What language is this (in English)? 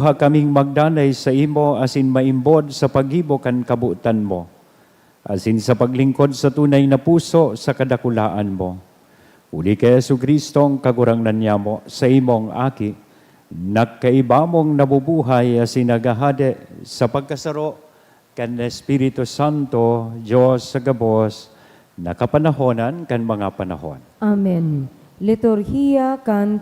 Bikol